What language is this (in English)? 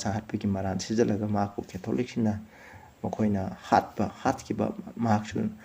Manipuri